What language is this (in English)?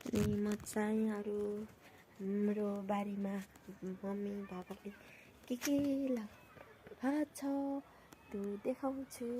Nepali